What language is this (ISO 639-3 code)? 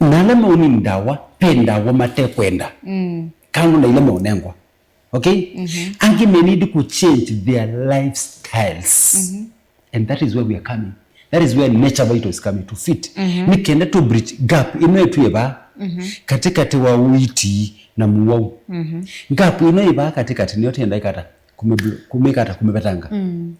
kam